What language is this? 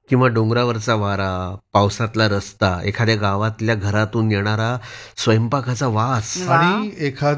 Marathi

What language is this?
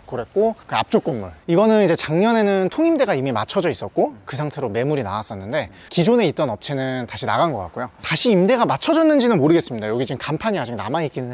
Korean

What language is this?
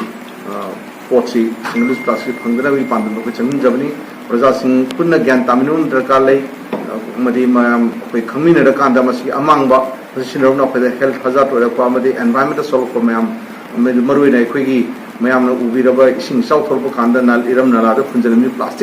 Manipuri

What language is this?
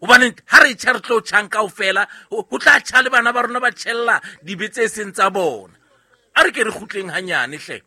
Southern Sotho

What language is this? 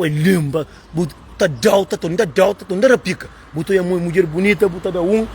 Kabuverdianu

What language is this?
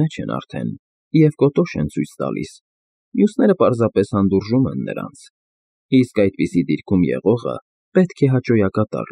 Armenian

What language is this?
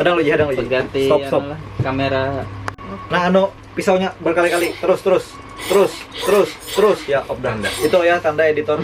Banjar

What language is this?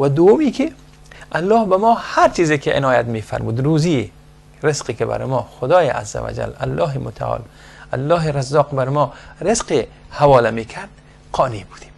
Persian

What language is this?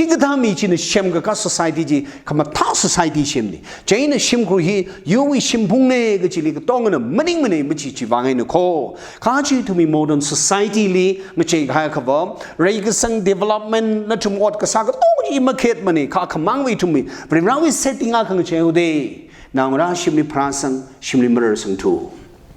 Tangkhul Naga (India)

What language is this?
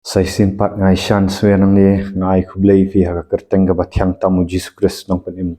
Khasi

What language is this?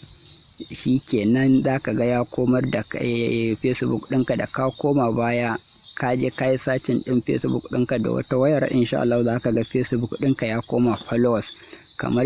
Hausa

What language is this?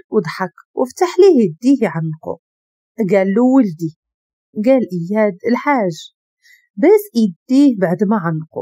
Moroccan Arabic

